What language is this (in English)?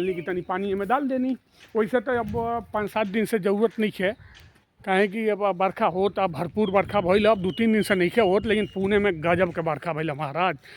Bhojpuri